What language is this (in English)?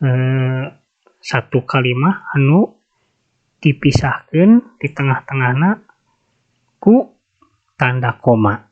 Sundanese